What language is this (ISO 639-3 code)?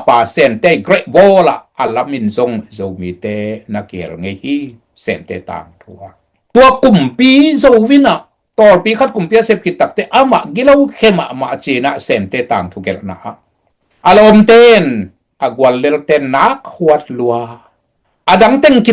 ctd